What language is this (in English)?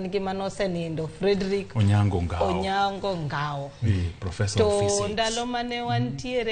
Luo (Kenya and Tanzania)